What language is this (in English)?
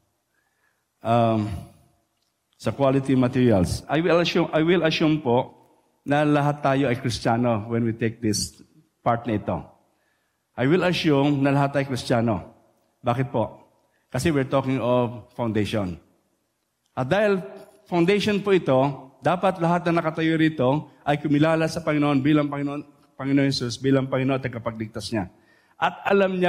Filipino